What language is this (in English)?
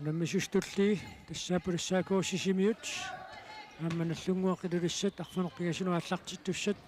Kalaallisut